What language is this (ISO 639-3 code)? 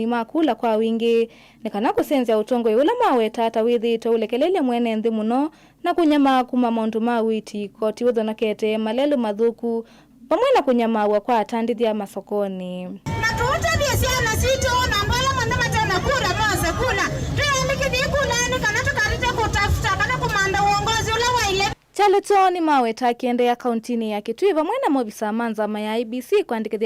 kam